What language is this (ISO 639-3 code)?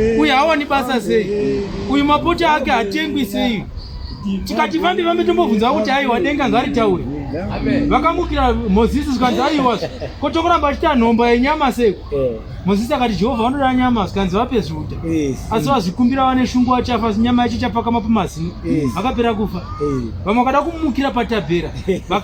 sna